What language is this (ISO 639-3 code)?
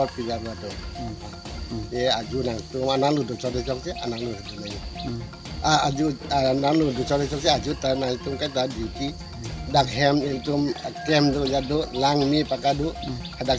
mjw